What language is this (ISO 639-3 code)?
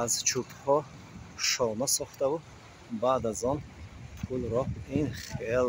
tgk